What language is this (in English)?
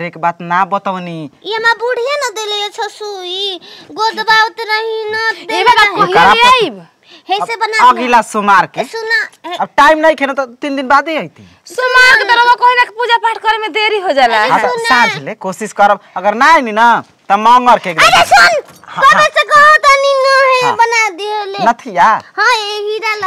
Bhojpuri